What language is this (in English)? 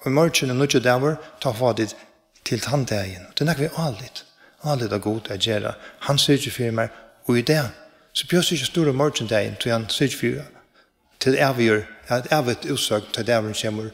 Faroese